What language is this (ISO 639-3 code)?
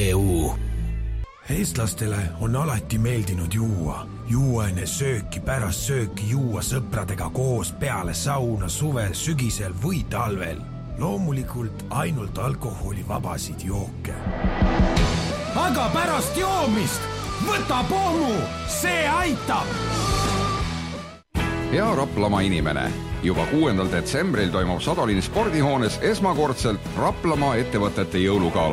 est